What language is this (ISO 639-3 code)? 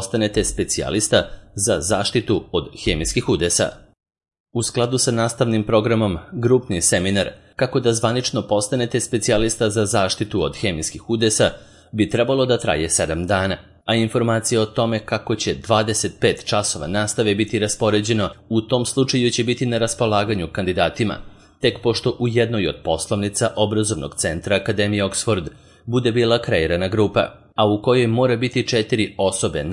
srp